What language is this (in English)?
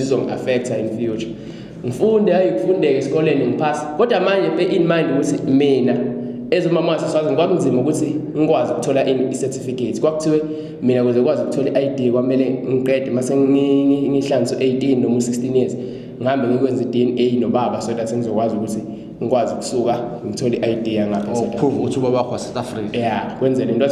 Zulu